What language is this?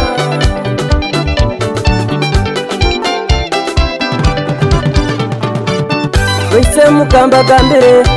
Kinyarwanda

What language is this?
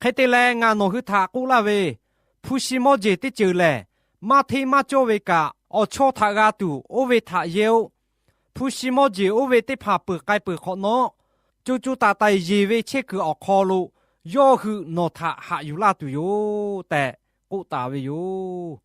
Lahu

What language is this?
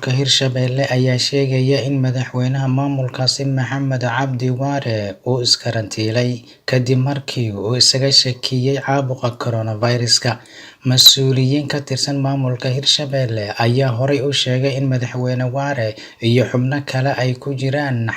Somali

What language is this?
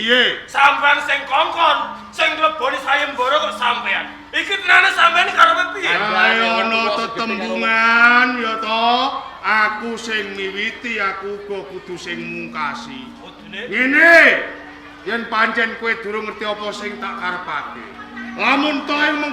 Javanese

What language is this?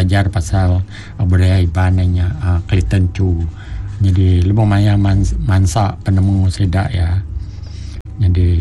Iban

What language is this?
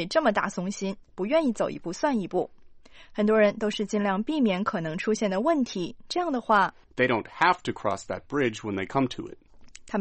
Chinese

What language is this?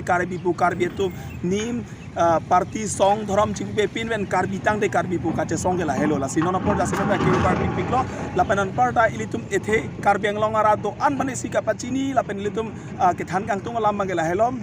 Karbi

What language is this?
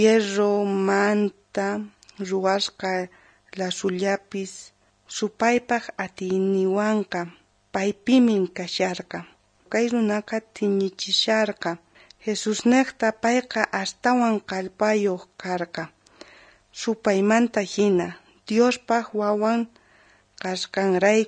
South Bolivian Quechua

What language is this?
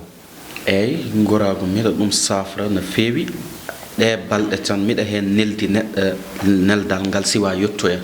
Fula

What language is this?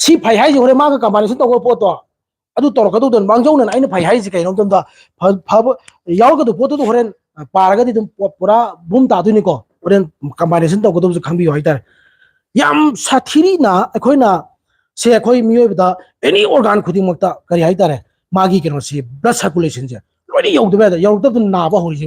Manipuri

